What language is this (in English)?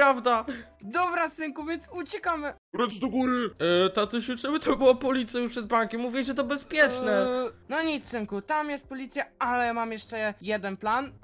Polish